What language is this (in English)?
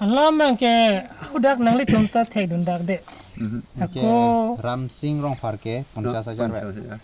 Karbi